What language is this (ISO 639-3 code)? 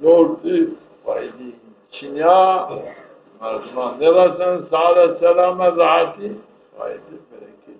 zza